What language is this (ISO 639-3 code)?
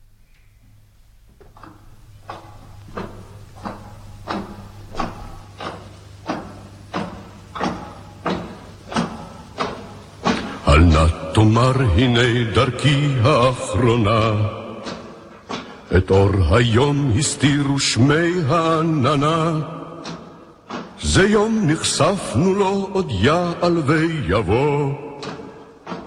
heb